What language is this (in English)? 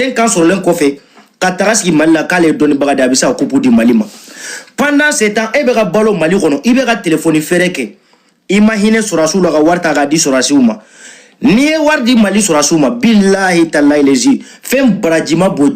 Bambara